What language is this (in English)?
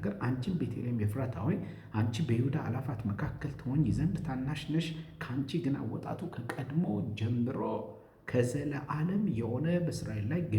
Amharic